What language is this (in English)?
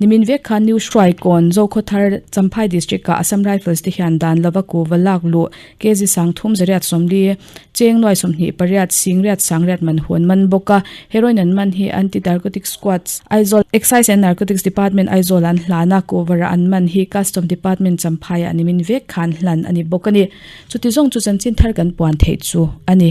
Mizo